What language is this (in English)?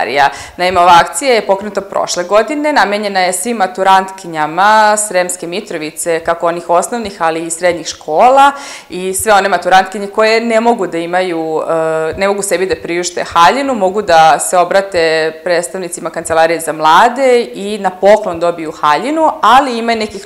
Serbian